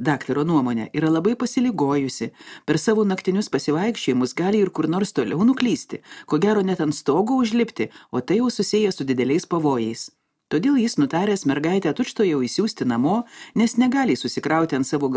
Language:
Lithuanian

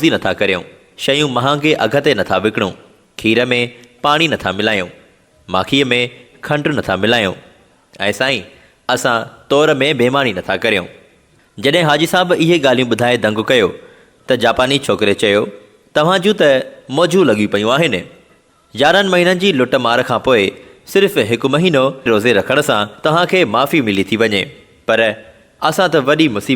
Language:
Sindhi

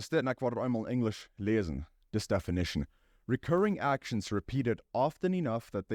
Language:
Plautdietsch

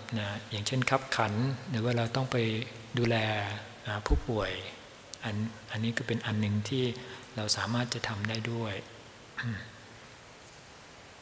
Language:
Thai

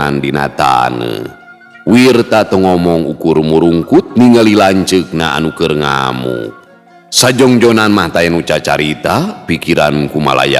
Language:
Sundanese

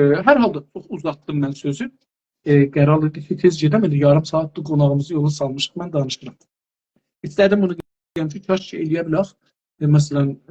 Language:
South Azerbaijani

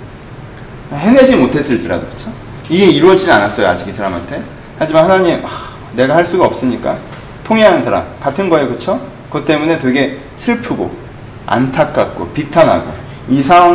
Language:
Korean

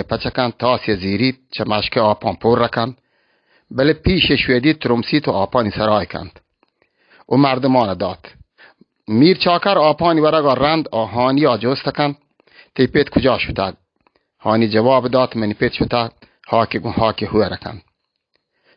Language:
Baluchi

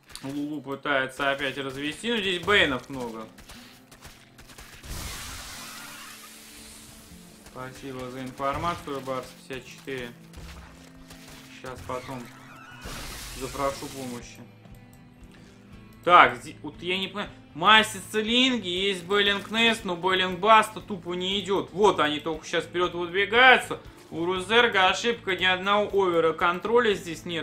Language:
Russian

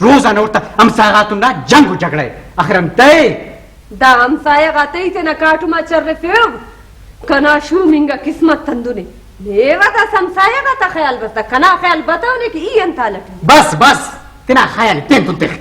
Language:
Brahui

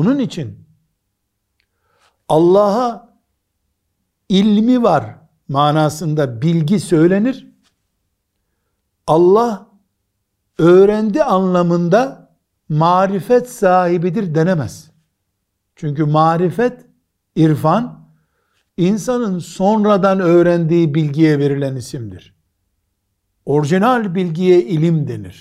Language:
Turkish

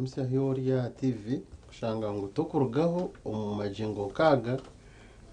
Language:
Nyankole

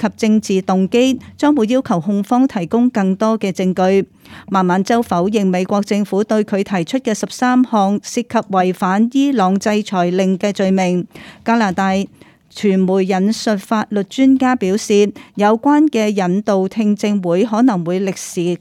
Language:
Cantonese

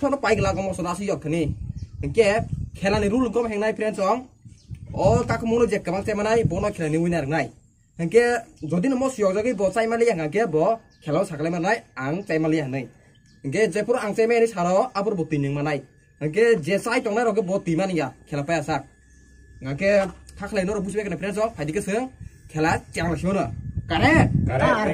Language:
Kok Borok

